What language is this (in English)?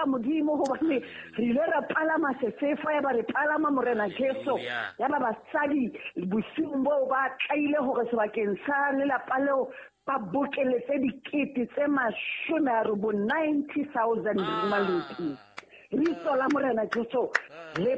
Southern Sotho